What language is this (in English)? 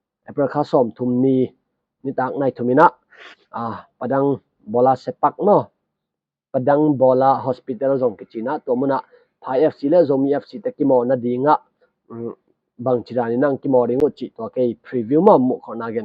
Tedim Chin